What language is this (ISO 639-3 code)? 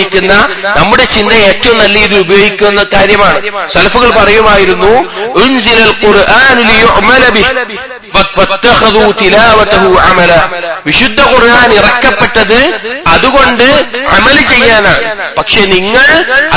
mal